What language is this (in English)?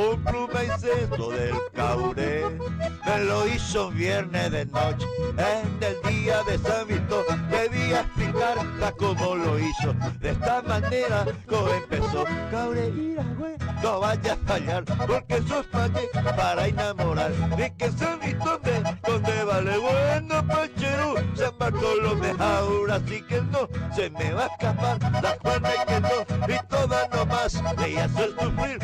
Guarani